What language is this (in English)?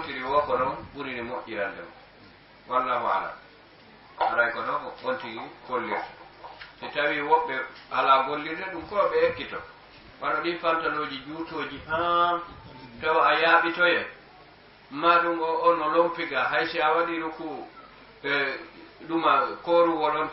Fula